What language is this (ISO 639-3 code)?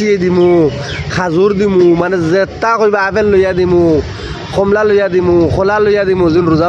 syl